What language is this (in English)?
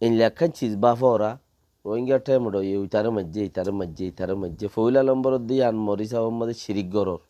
Rohingya